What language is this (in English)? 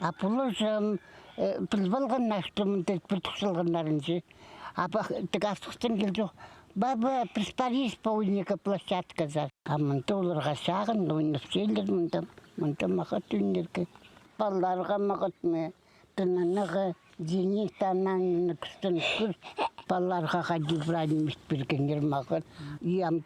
Khakas